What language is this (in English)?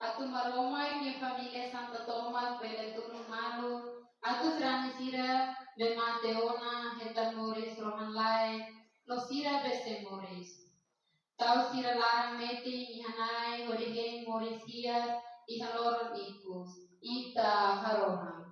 Tetum